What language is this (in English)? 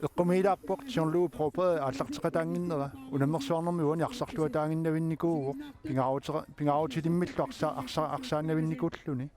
Kalaallisut